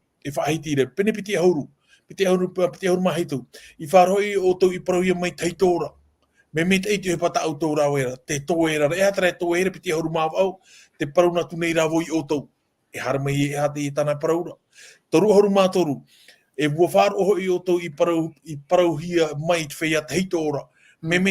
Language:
Tahitian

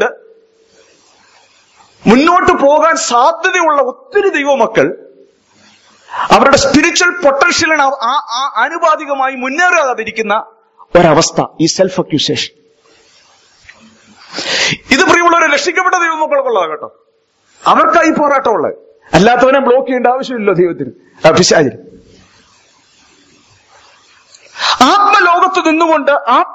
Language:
Malayalam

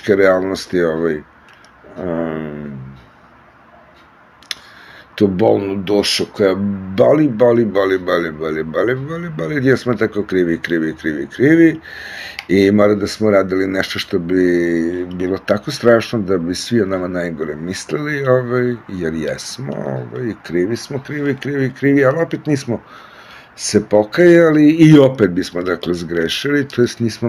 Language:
Serbian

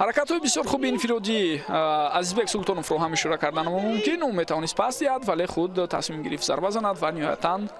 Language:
Tajik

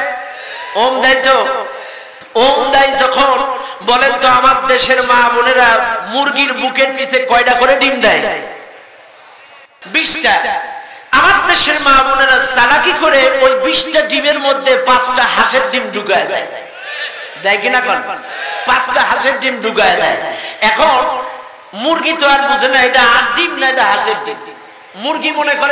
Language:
Bangla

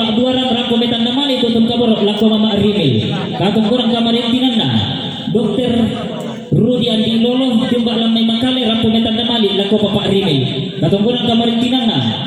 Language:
Toraja-Sa'dan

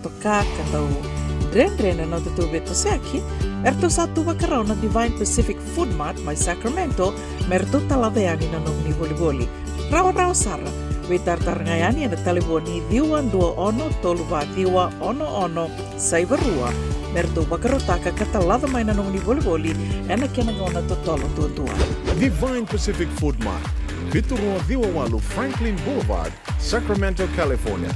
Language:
Fijian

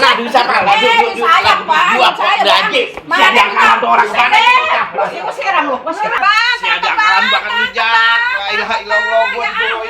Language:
Betawi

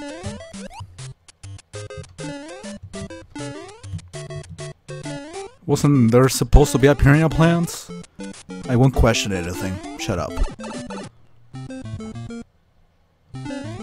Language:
English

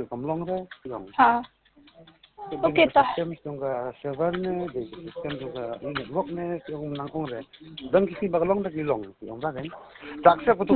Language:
Khasi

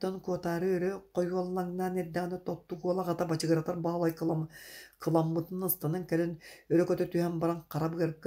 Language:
Yakut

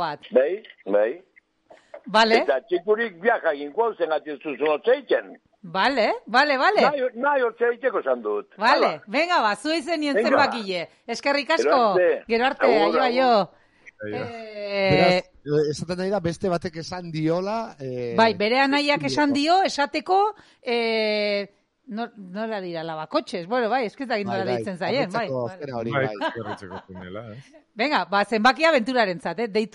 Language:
Basque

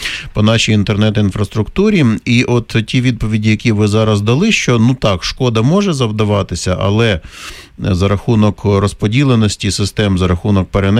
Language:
Ukrainian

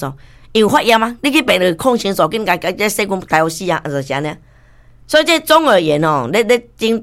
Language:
Min Nan Chinese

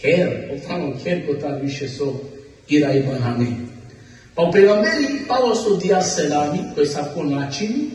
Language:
Balkan Romani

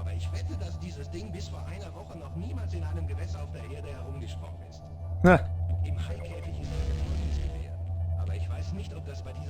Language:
Swiss German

